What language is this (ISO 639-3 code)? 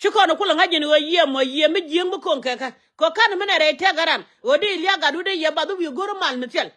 nus